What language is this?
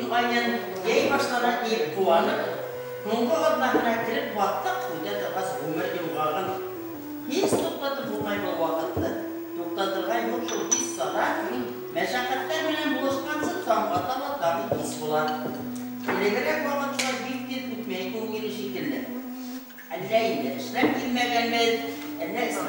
Bashkir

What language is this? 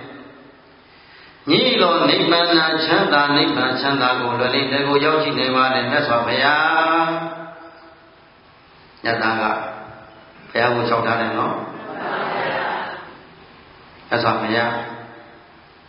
Burmese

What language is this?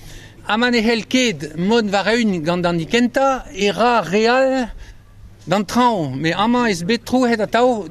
Breton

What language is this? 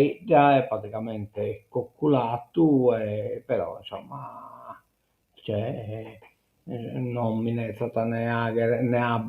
Sardinian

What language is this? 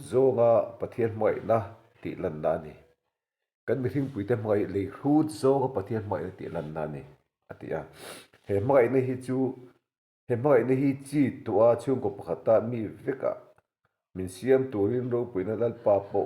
Mizo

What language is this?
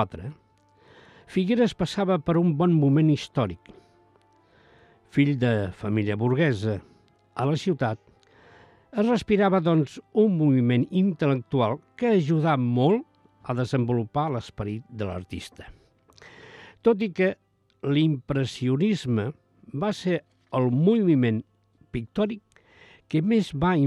Catalan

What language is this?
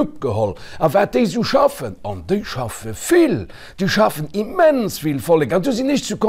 Luxembourgish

